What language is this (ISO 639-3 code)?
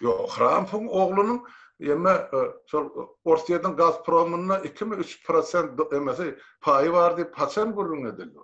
tuk